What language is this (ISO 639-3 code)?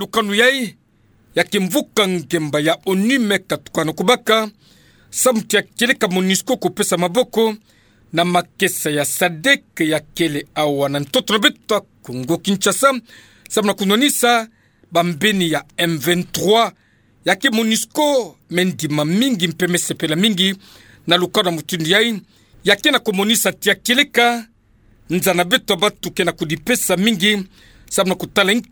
ktu